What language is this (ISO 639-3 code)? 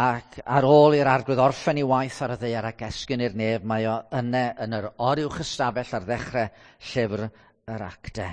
cym